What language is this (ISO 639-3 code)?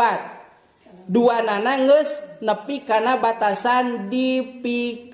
sun